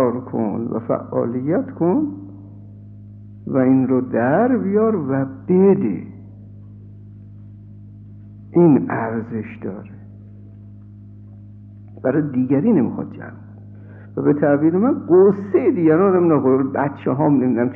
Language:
Persian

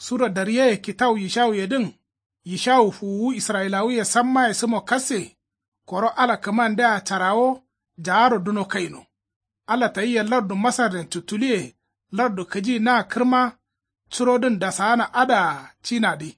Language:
Kanuri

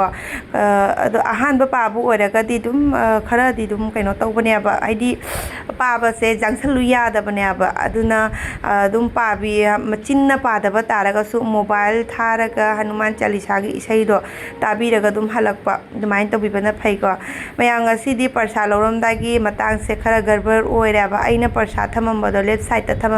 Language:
Manipuri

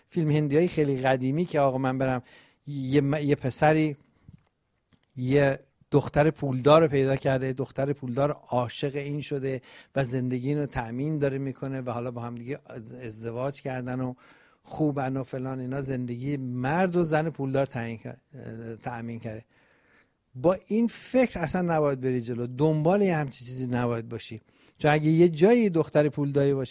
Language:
Persian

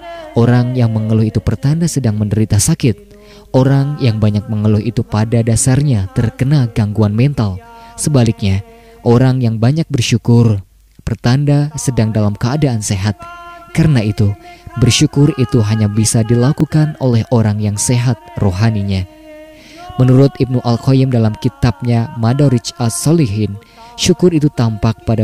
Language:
Indonesian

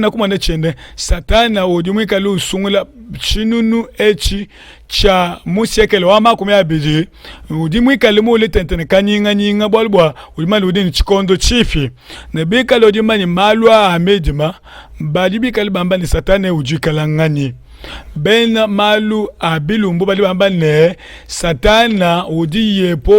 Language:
Luba-Lulua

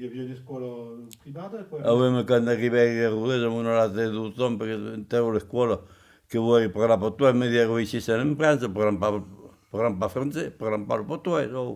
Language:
Occitan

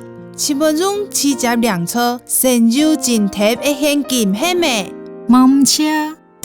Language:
Hakka Chinese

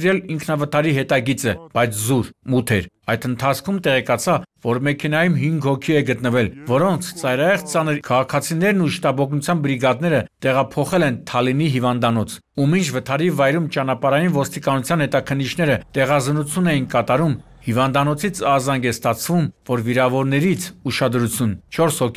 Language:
Armenian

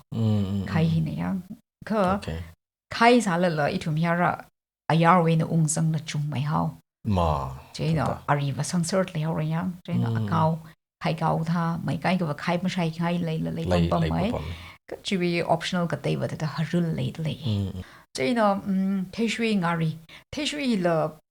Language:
Tangkhul Naga (India)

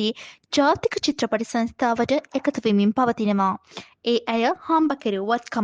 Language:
Sinhala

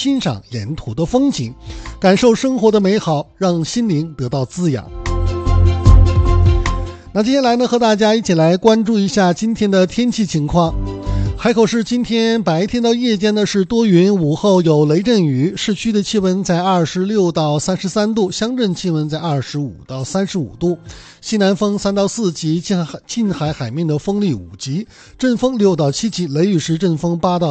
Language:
Chinese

